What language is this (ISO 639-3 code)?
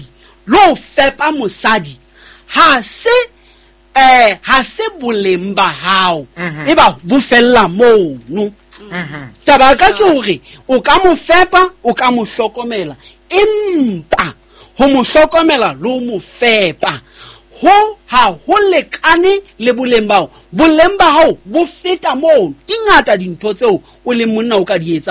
sot